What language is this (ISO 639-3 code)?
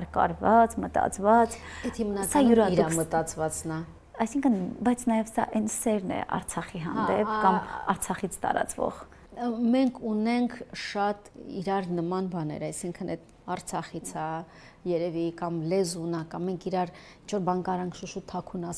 hye